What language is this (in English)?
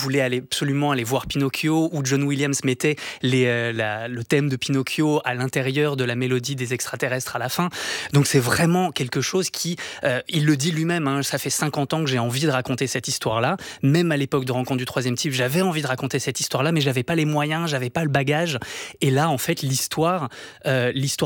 French